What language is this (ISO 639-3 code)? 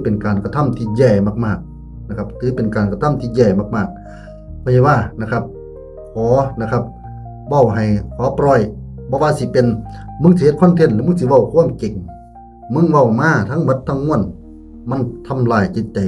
tts